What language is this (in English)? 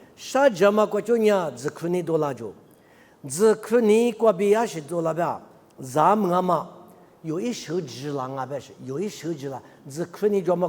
Lisu